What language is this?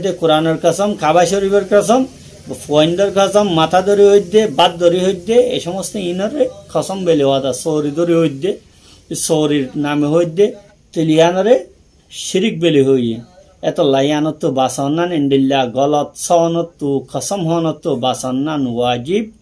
Rohingya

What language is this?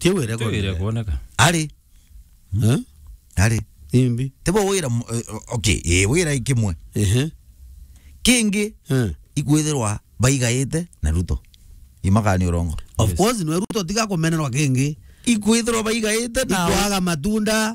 Meru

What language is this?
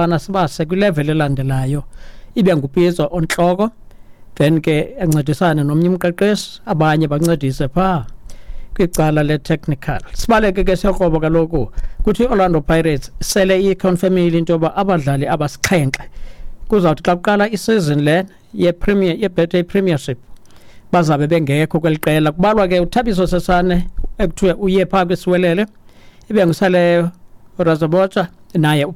Xhosa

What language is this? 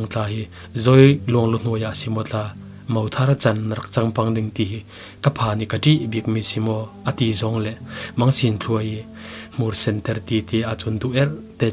Falam Chin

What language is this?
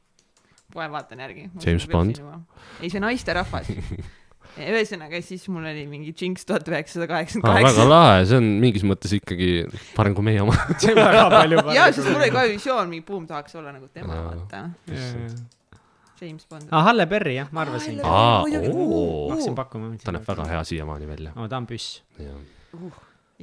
Estonian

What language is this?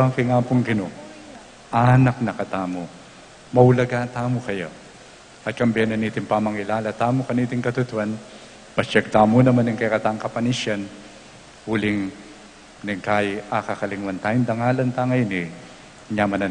Pampanga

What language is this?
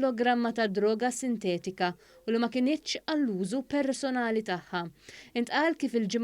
Maltese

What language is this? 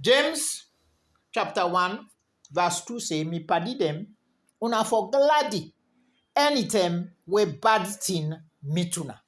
Krio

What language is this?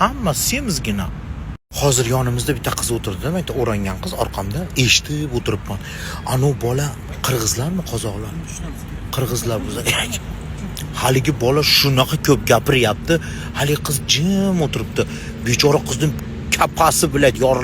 Uzbek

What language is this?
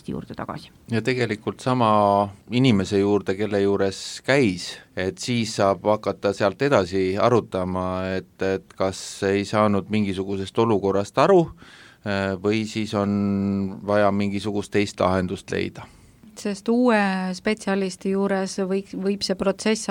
Estonian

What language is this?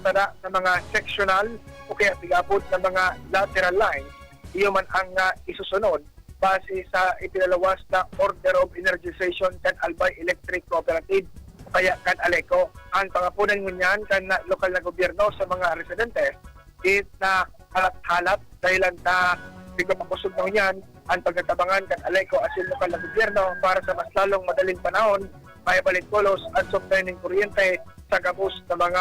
Bikol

